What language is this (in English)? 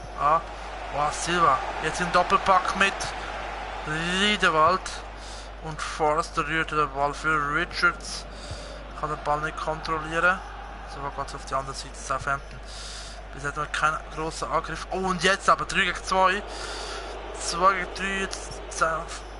Swiss German